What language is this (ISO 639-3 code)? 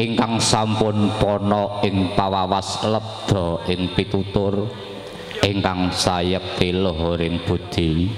jav